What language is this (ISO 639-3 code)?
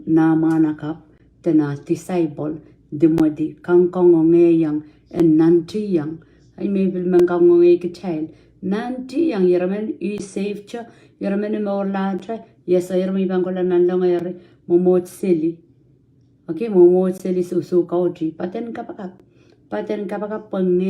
pon